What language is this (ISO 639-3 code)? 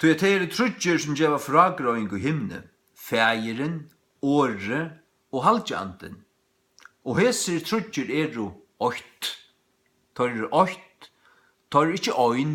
fao